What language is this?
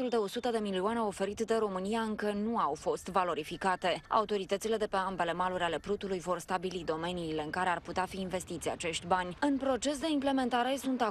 Romanian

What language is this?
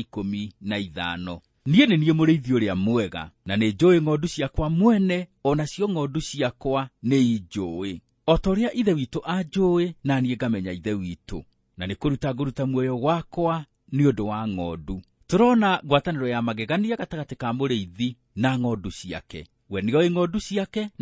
Kikuyu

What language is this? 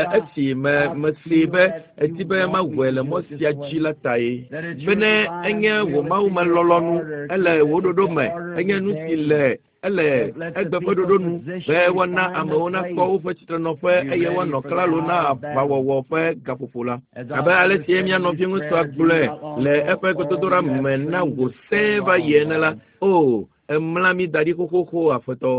Ewe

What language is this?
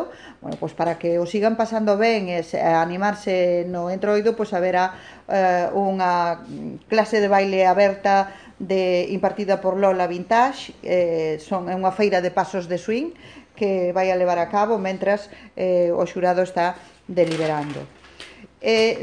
Galician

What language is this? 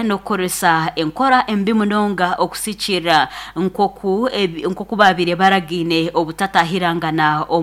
Nyankole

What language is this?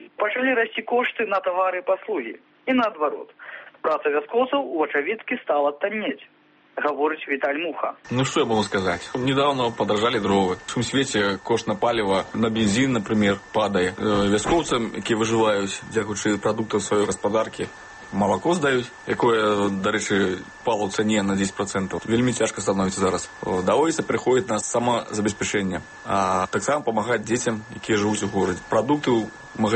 Belarusian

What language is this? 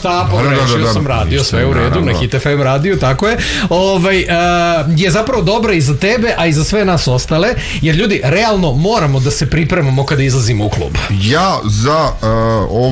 Serbian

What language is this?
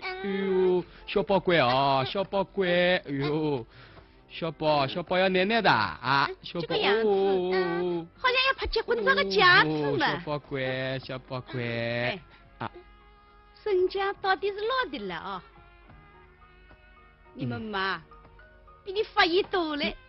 Wu Chinese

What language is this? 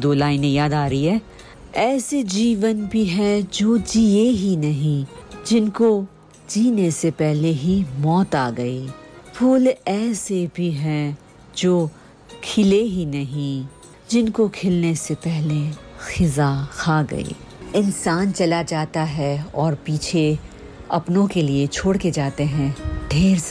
Hindi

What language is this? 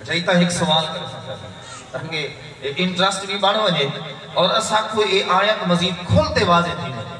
Saraiki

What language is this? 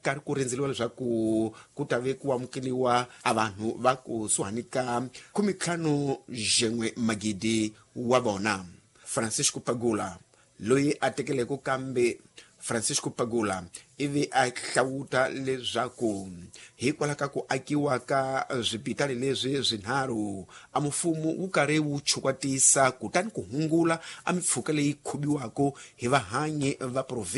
Tsonga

